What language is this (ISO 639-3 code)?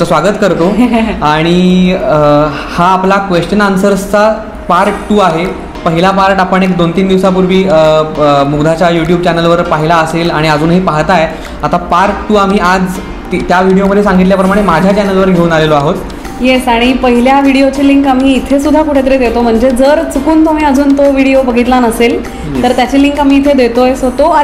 mar